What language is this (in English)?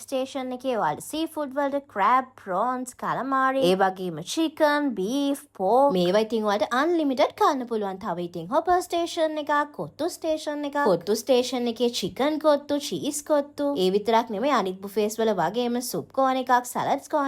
Sinhala